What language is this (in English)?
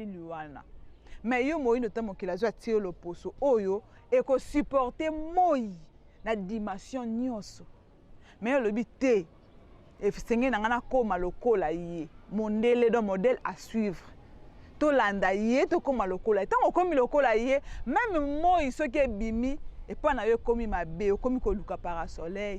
Lingala